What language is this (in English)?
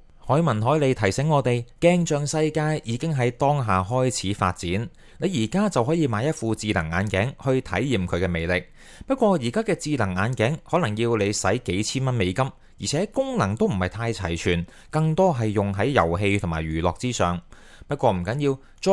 Cantonese